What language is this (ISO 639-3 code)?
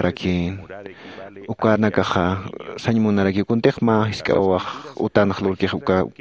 aym